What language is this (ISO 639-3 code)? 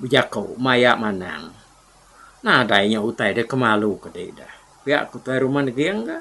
iba